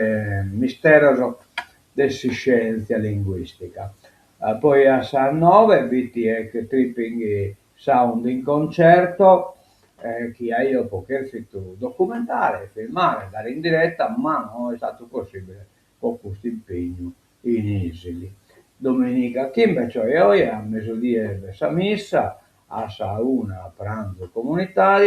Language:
Sardinian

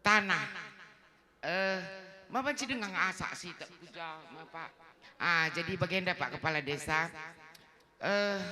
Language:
Batak Karo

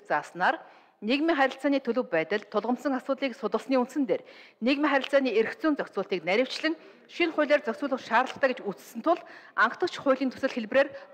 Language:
Mongolian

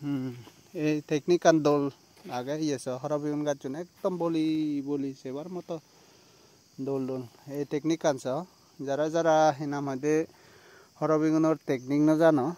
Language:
Chakma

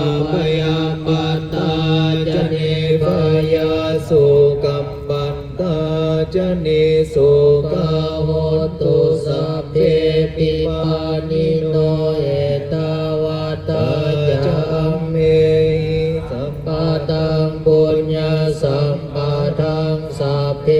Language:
Pali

